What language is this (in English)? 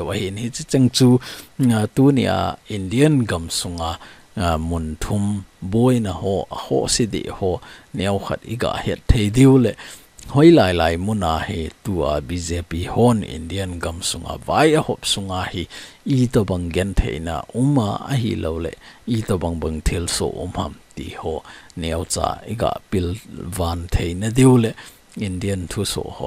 Thado Chin